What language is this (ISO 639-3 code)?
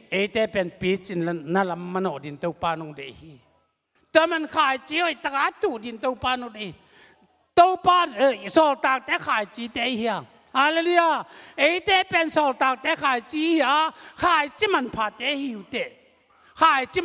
ctd